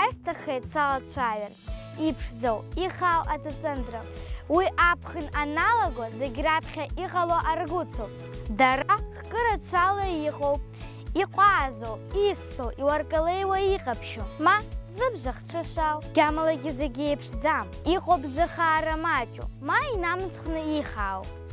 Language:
Abkhazian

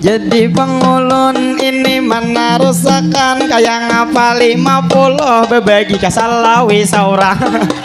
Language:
Banjar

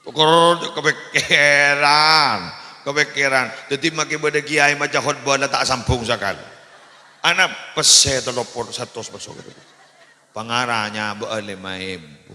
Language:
Madurese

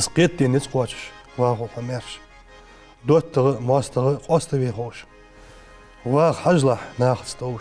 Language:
Ingush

